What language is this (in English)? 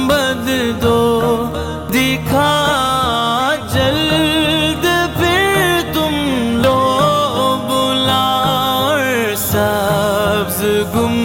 Urdu